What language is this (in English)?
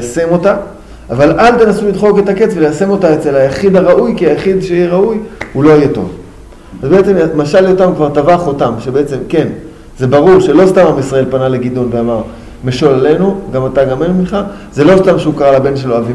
Hebrew